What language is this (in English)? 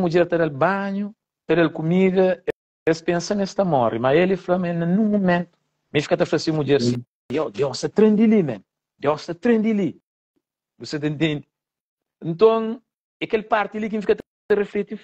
Kabuverdianu